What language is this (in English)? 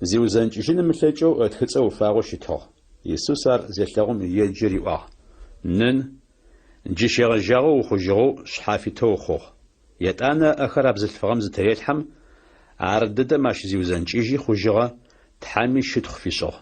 Adyghe